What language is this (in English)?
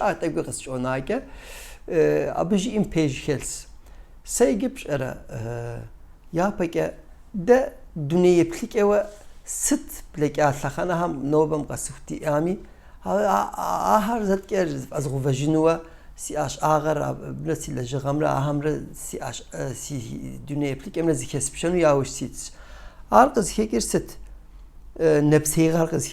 Kabardian